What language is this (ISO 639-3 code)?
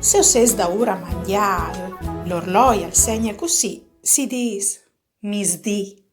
fur